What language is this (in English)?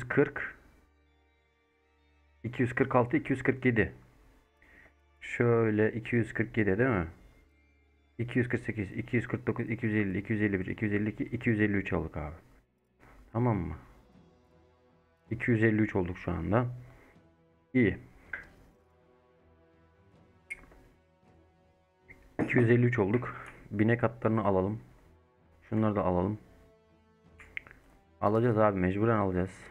Turkish